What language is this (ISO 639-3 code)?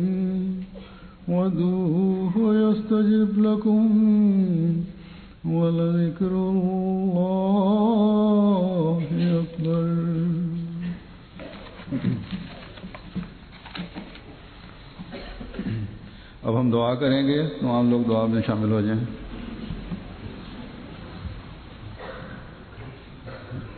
urd